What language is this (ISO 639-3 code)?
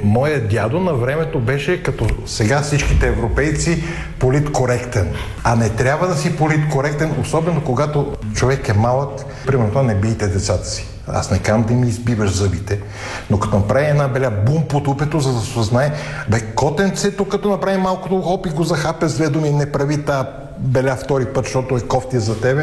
bul